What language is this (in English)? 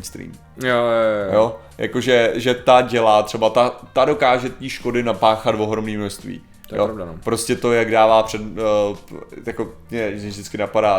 Czech